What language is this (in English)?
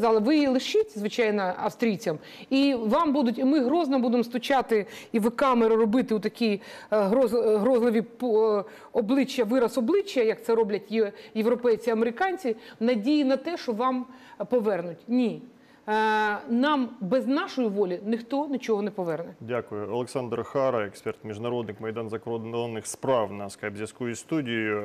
Ukrainian